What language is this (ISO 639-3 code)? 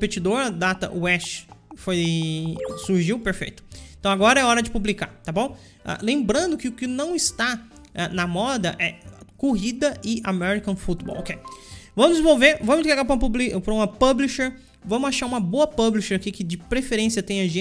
por